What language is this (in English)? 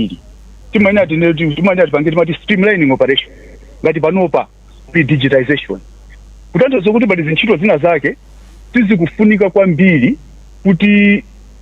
Nyanja